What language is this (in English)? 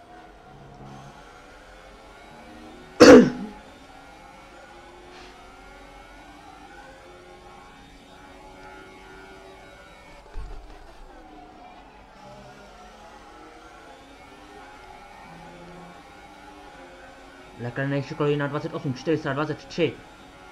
Czech